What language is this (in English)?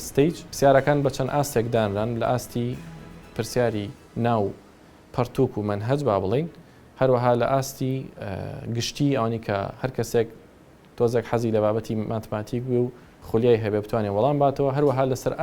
Central Kurdish